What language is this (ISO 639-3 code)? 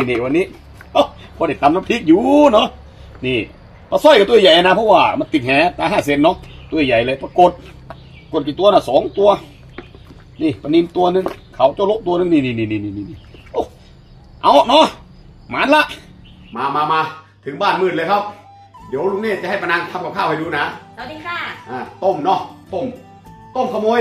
tha